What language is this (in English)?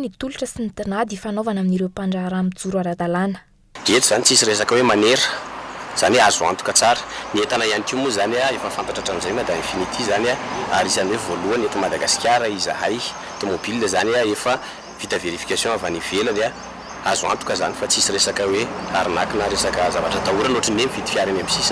Malagasy